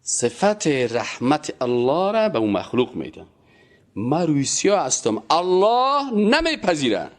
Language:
Persian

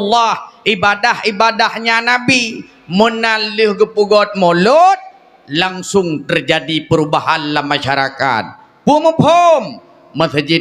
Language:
Achinese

